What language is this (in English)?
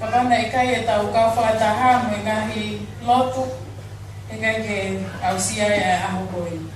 Tongan